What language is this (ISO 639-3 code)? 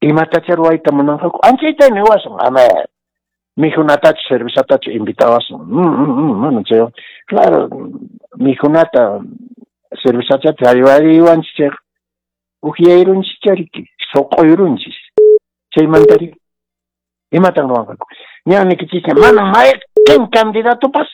que